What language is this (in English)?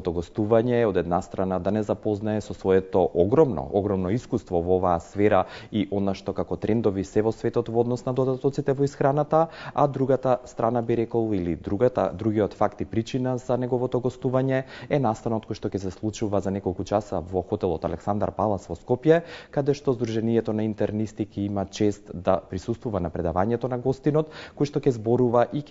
Macedonian